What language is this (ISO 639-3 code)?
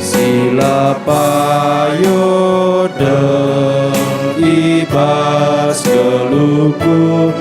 btx